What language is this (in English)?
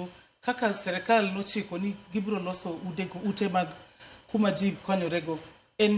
Luo (Kenya and Tanzania)